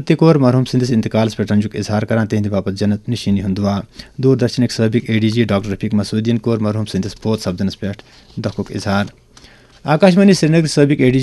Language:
Kashmiri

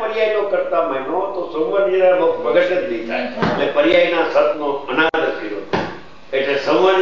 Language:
Gujarati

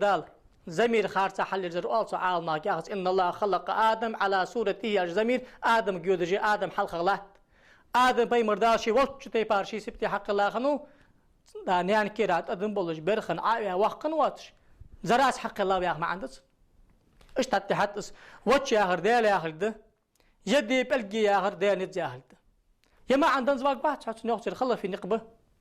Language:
Ingush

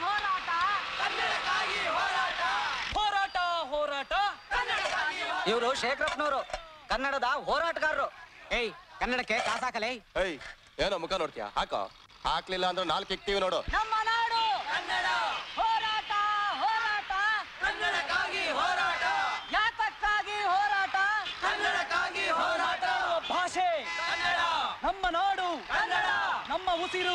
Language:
Kannada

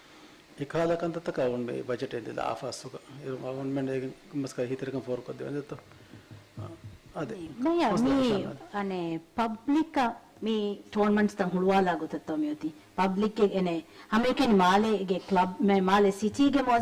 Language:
Divehi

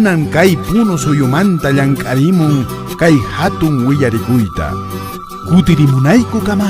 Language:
Puno Quechua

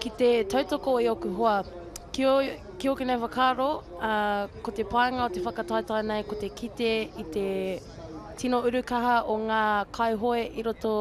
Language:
Māori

